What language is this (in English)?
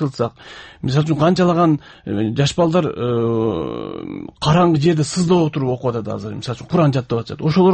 Kyrgyz